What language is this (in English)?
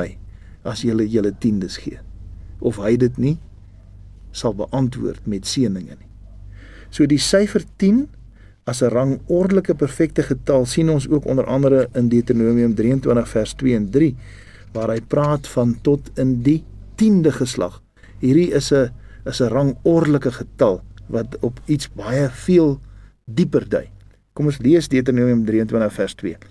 Afrikaans